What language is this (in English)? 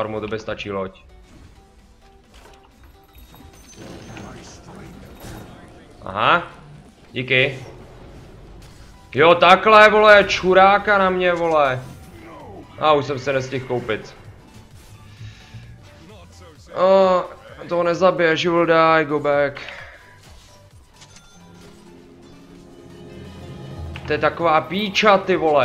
Czech